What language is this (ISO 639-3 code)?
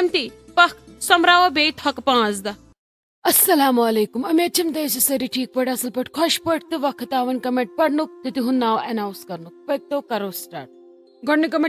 kas